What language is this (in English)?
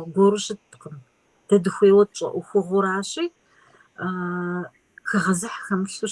Kabardian